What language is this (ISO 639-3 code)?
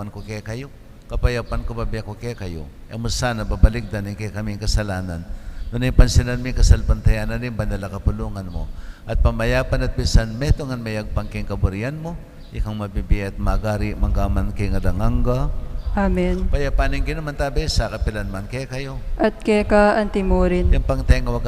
pam